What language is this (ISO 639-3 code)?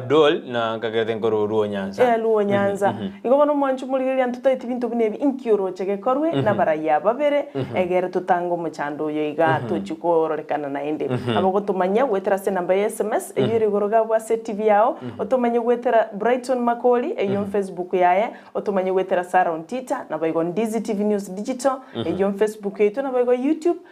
guz